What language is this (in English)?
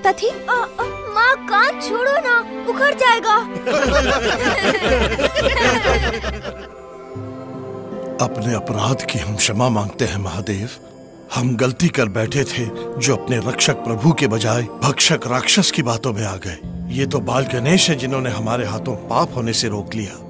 Hindi